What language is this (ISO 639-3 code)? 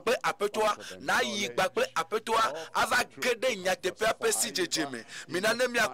ewe